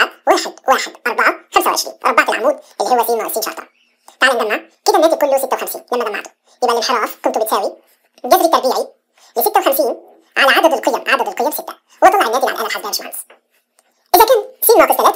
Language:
Egyptian Arabic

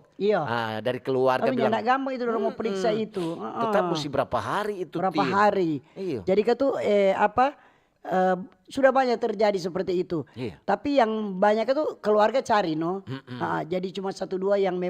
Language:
Manado Malay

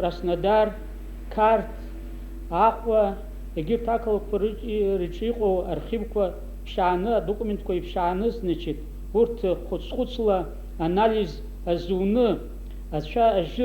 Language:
Abkhazian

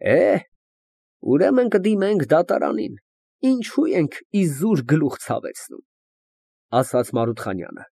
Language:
Armenian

